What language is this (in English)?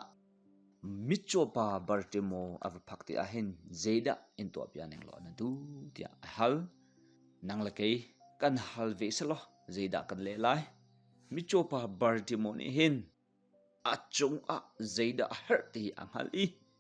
Hakha Chin